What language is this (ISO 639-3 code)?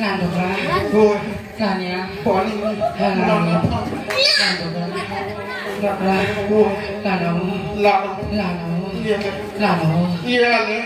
hne